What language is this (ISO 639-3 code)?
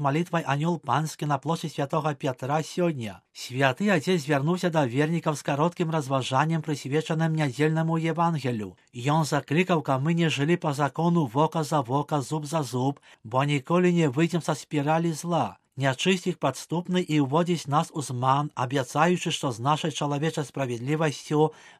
bel